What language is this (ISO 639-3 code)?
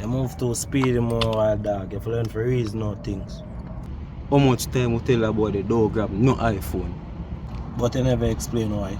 jam